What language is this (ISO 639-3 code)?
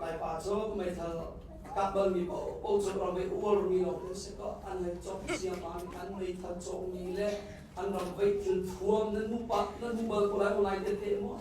cnh